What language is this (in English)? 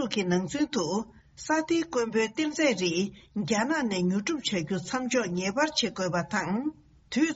Tibetan